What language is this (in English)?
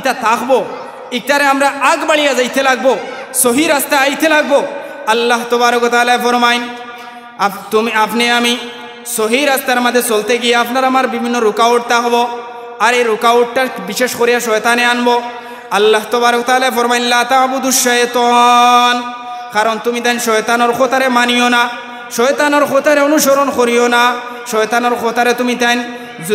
Sylheti